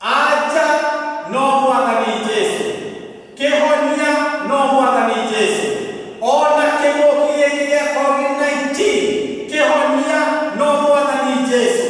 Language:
Kikuyu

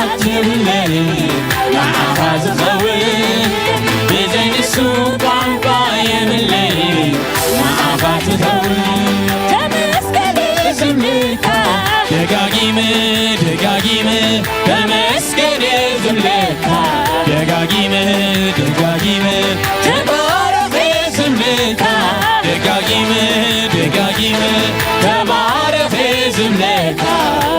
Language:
Tigrinya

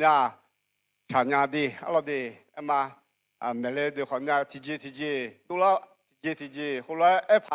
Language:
Akha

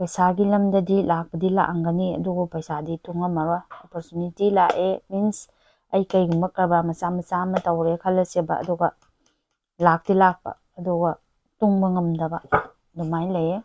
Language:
Manipuri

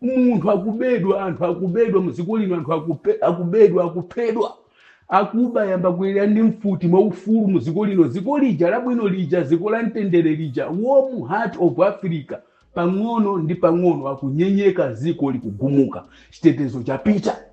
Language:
Nyanja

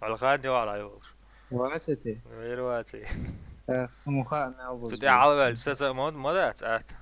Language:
Chechen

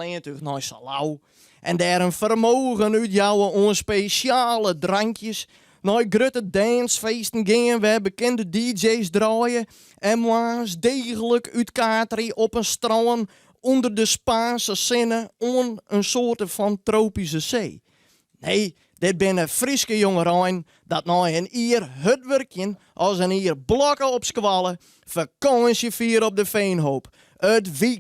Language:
Western Frisian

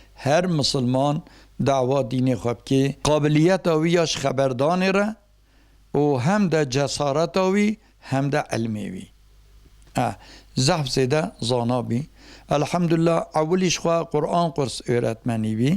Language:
Kurdish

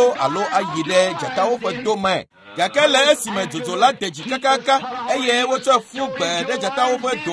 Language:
Ewe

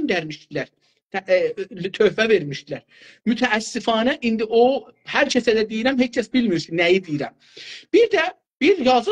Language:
South Azerbaijani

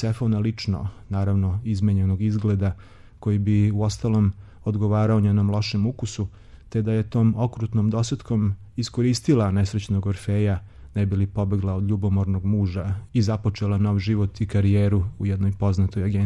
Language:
Serbian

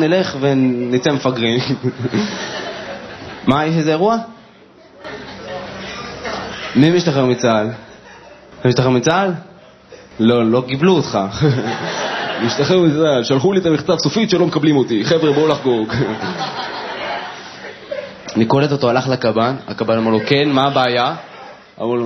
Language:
Hebrew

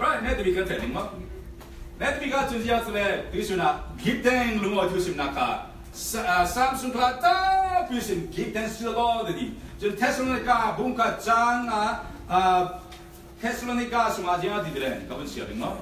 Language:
Falam Chin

